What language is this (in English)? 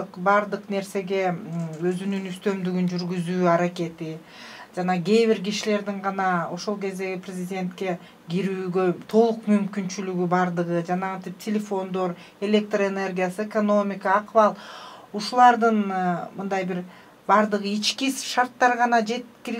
Kyrgyz